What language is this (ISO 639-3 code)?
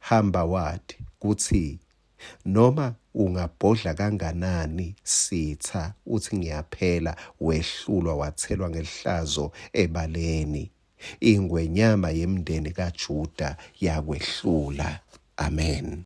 ssw